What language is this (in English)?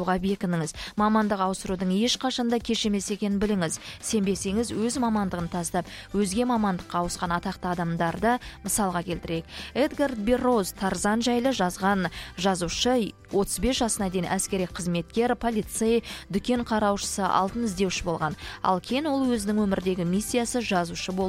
Kazakh